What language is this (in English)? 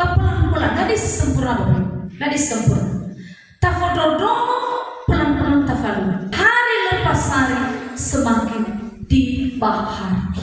Nias